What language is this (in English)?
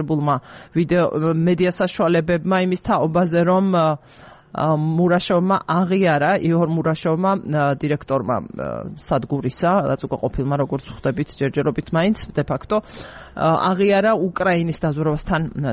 Georgian